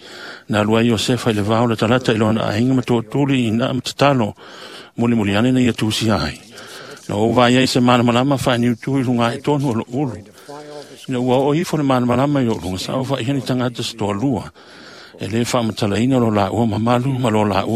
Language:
Samoan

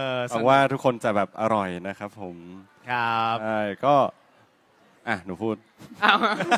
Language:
Thai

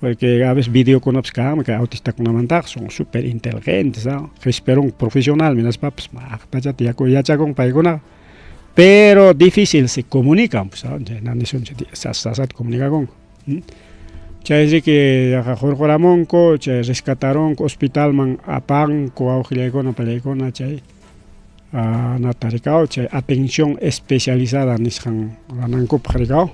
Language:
Ayacucho Quechua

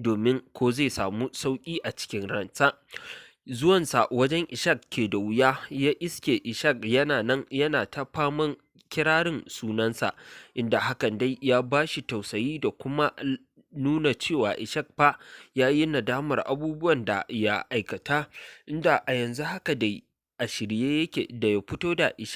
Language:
Hausa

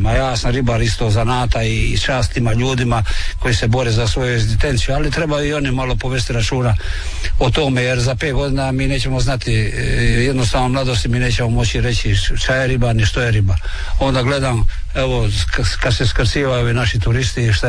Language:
Croatian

